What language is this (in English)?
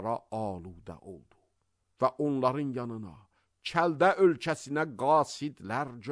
Azerbaijani